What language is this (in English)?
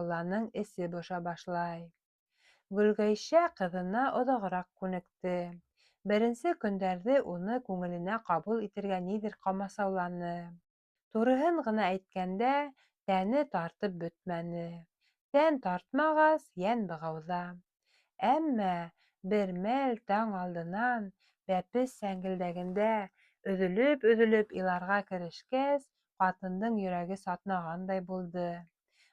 Bashkir